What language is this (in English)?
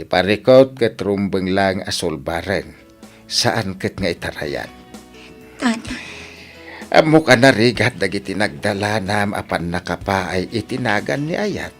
Iloko